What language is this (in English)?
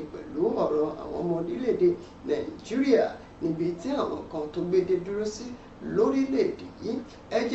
Yoruba